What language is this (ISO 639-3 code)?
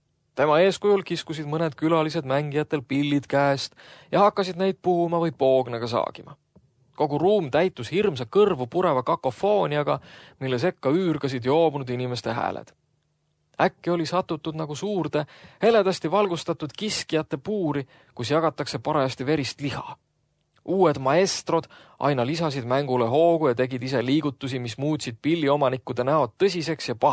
est